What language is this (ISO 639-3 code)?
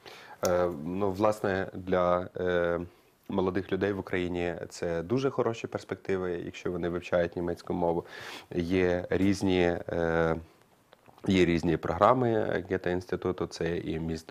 ukr